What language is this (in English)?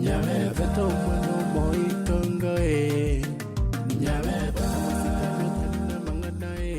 Gusii